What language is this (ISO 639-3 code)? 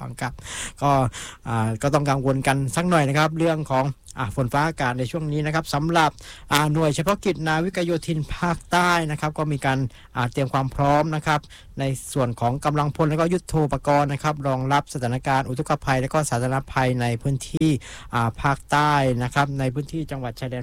tha